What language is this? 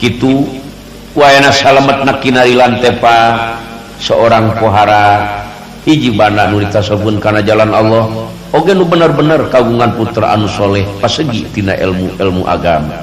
Sundanese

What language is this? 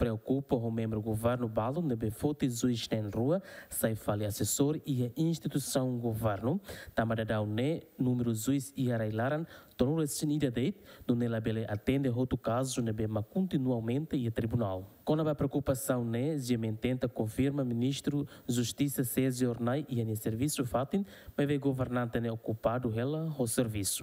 Tetum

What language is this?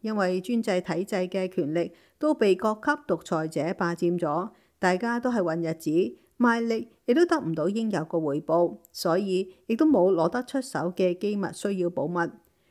Cantonese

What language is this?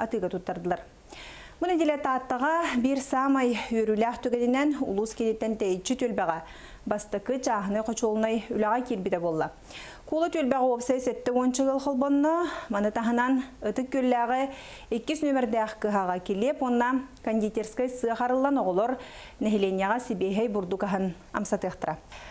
Yakut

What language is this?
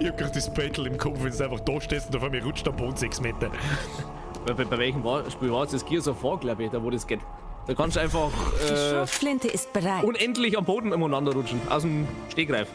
Bavarian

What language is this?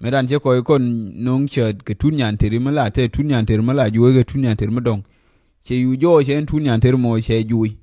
Nuer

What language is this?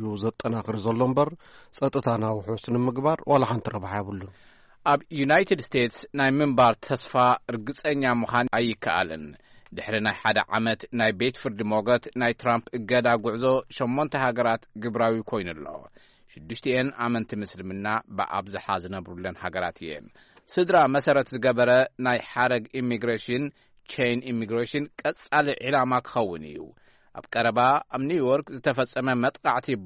Tigrinya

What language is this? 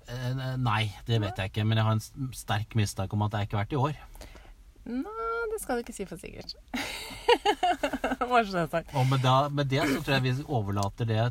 Norwegian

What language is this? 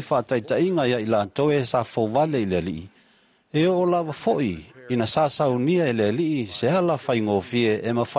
Samoan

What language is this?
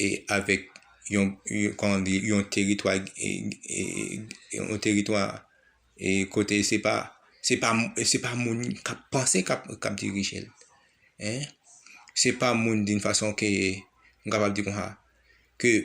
Haitian Creole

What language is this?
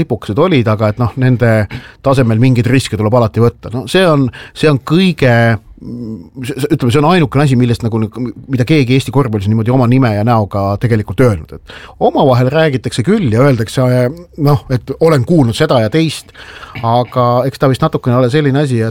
Estonian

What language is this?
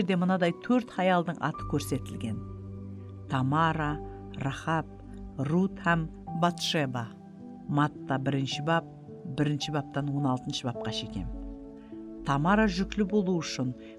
Kara-Kalpak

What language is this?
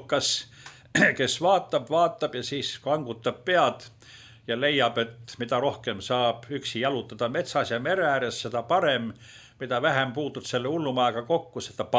Estonian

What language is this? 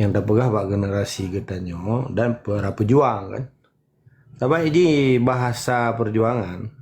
Achinese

